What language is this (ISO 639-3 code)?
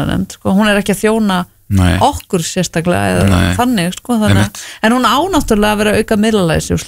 isl